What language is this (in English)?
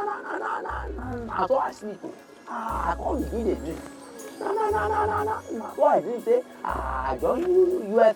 Nigerian Pidgin